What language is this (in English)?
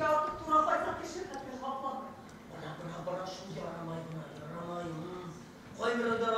Bashkir